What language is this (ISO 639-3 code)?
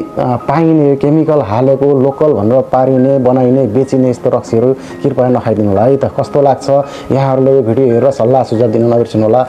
nep